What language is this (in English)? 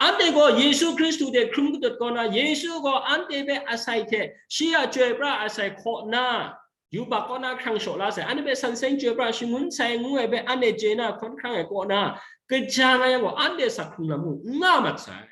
Kachin